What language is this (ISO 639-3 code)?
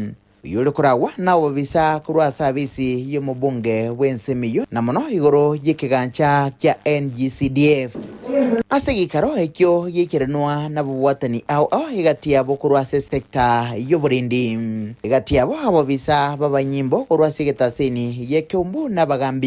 guz